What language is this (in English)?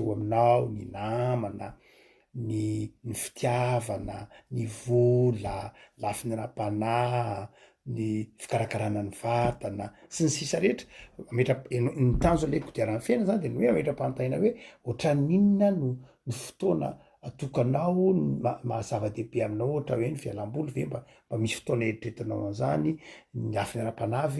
Malagasy